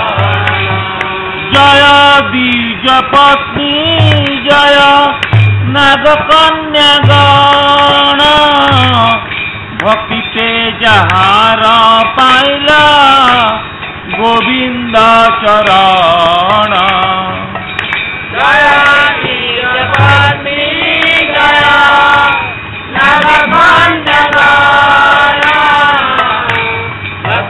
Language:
Odia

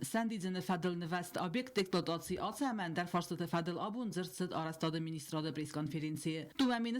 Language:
Ossetic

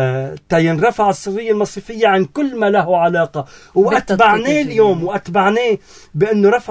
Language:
North Levantine Arabic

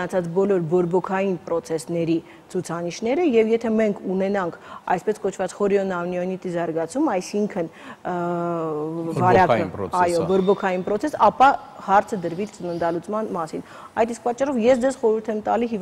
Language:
Armenian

